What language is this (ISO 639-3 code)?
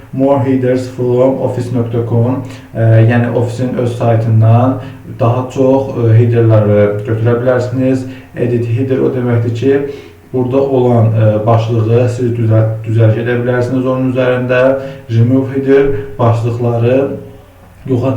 aze